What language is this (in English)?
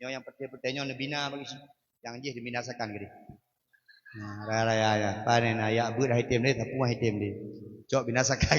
Achinese